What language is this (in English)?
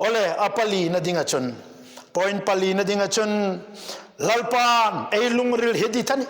Hmar